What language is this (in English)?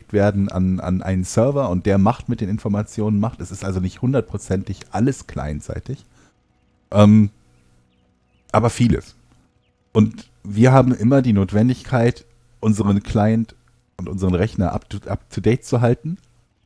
German